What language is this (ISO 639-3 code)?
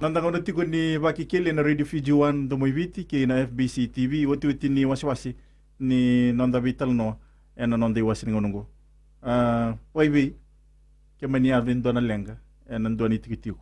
fij